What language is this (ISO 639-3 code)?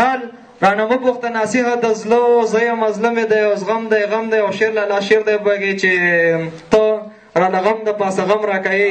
pus